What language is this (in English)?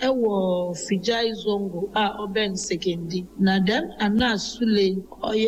Akan